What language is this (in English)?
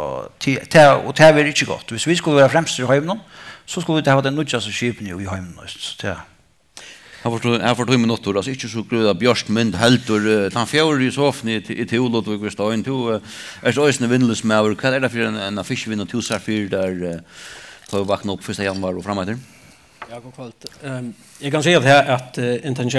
Faroese